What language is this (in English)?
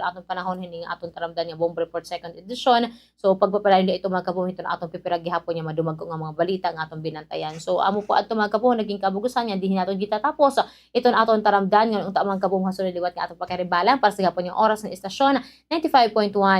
Waray